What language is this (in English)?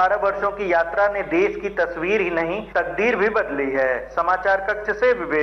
Hindi